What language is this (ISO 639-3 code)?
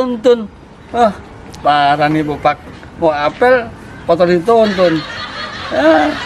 bew